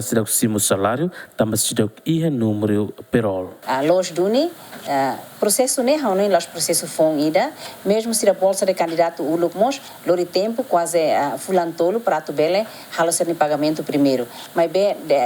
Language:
Tetum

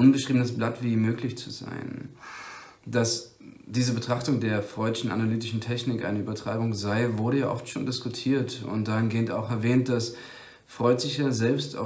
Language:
German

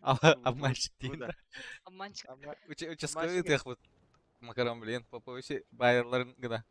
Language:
Yakut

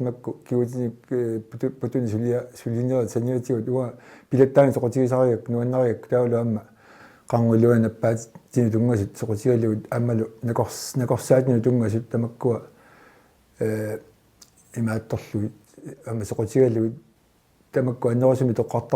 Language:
Kalaallisut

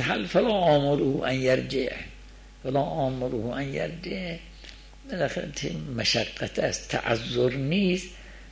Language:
Persian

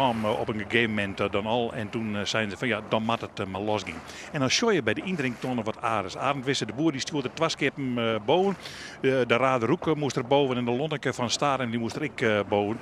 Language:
Western Frisian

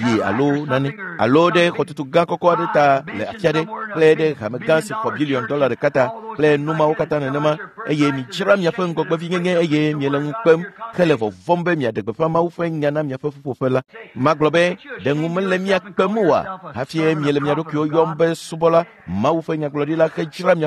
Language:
Ewe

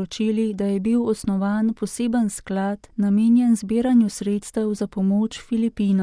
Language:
Slovenian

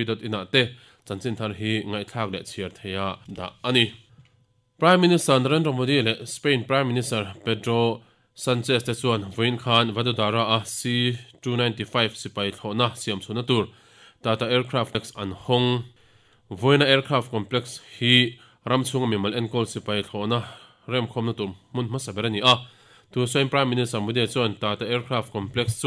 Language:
Mizo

